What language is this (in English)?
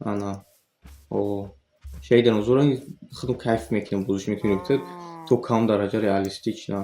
Tajik